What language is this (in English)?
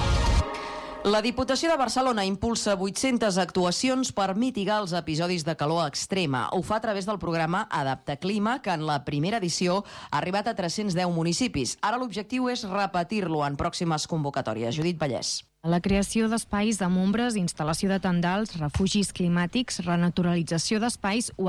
Catalan